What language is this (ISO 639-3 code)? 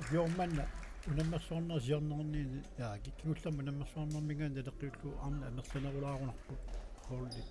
kal